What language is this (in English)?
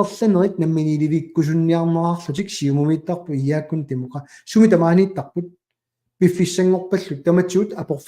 Kalaallisut